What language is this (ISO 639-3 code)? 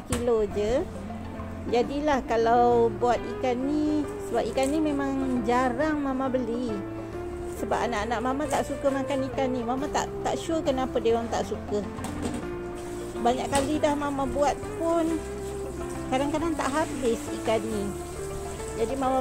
msa